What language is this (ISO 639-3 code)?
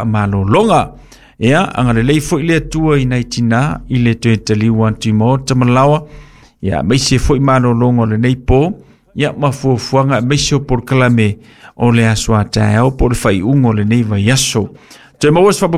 smo